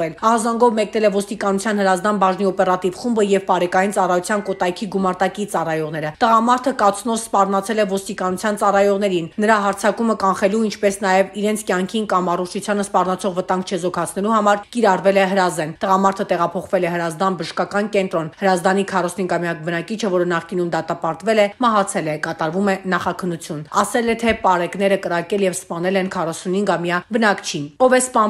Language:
Armenian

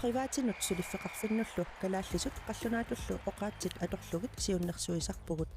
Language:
Kalaallisut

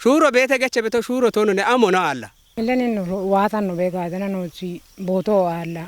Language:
Kafa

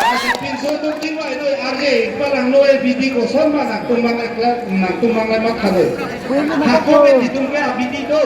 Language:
Karbi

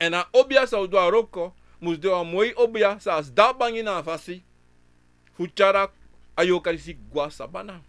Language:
Sranan Tongo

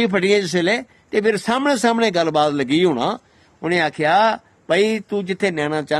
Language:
Dogri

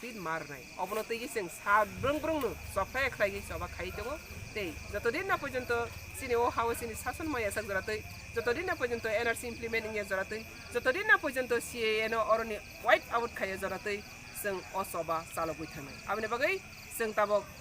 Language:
Kok Borok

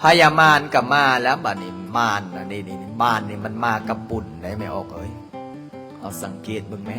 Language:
Lao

